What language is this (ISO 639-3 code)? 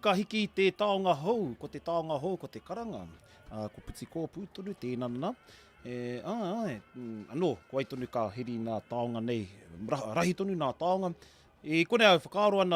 mri